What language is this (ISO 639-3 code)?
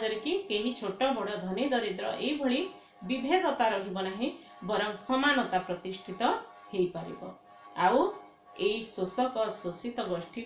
ori